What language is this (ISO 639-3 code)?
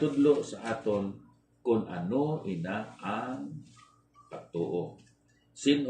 hil